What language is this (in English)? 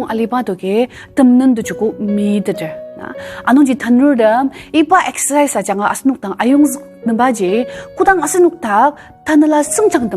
Ao Naga